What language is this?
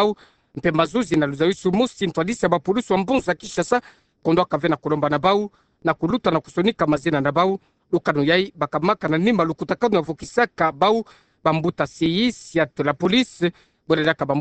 Kituba (Democratic Republic of Congo)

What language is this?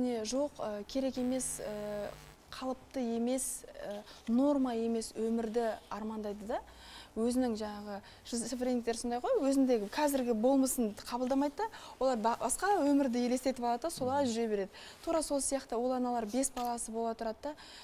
Kazakh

